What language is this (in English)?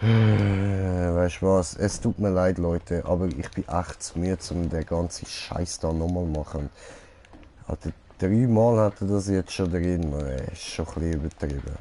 Swiss German